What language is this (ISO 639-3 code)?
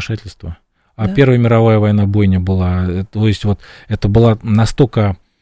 rus